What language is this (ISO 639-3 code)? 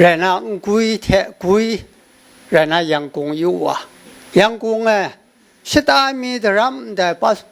kac